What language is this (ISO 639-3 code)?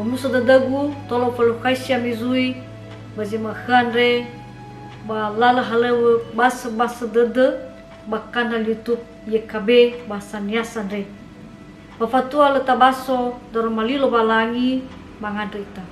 nia